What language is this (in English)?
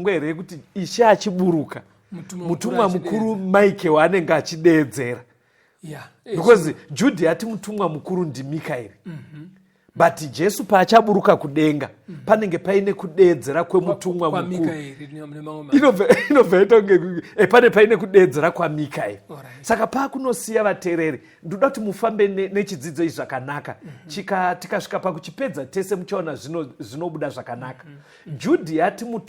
Shona